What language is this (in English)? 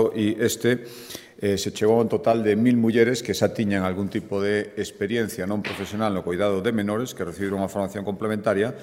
Galician